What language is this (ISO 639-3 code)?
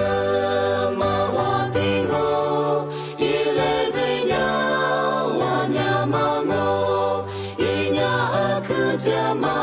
lis